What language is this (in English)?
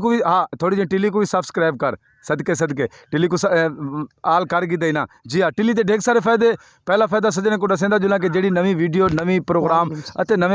Saraiki